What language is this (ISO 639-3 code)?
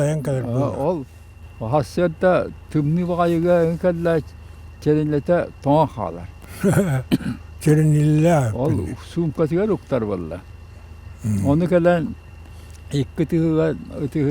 sah